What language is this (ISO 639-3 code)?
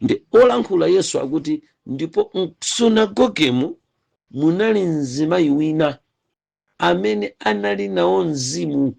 nya